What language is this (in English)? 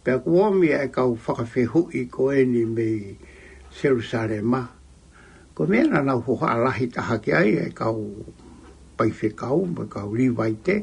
Tongan